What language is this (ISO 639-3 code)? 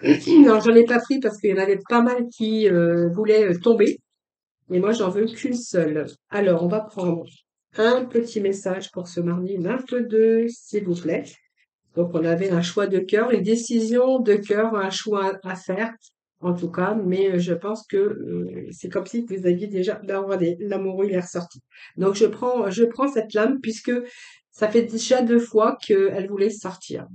fra